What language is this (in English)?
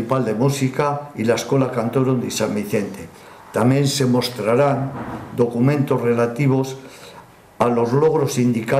Spanish